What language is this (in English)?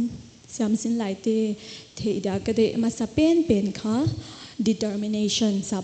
Paite Chin